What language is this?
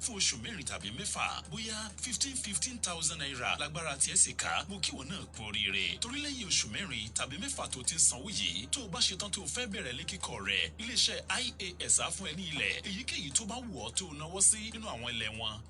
Yoruba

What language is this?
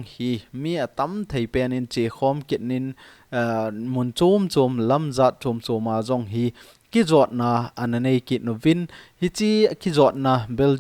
Thado Chin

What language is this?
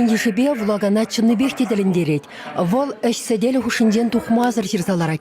Chuvash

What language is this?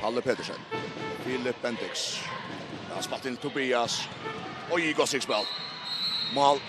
Faroese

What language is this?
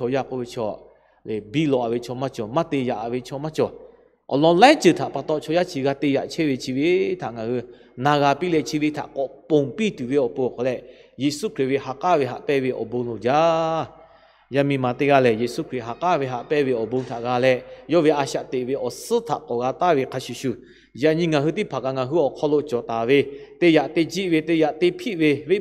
Lahu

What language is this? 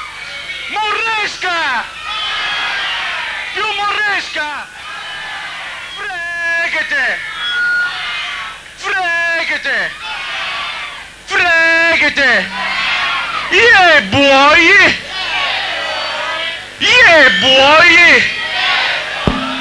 Italian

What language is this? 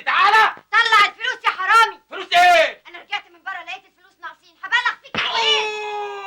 Egyptian Arabic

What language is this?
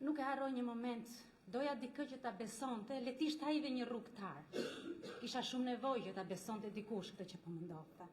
Albanian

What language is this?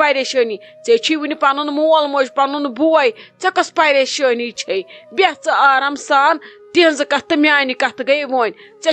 Kashmiri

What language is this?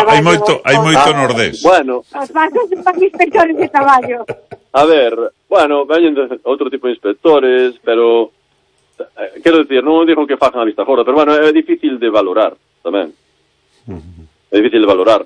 Galician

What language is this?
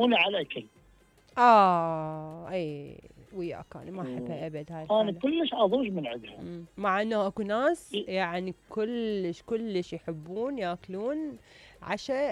Mesopotamian Arabic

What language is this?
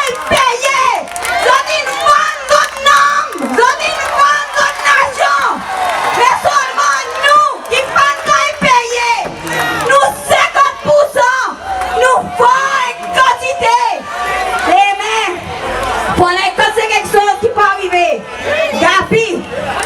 Seselwa Creole French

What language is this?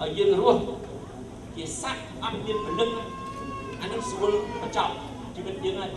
Khmer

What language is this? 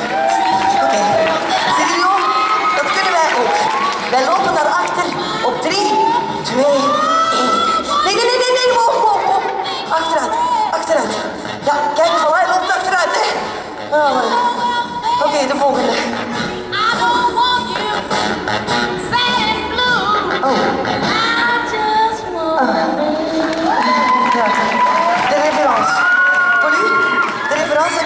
Dutch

